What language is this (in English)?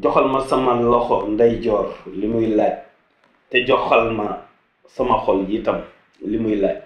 Wolof